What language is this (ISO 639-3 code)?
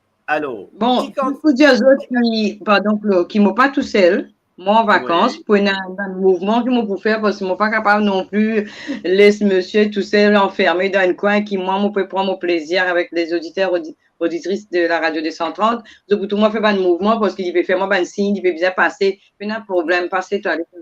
mfe